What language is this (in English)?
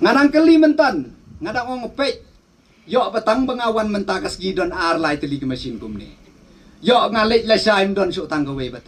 Khasi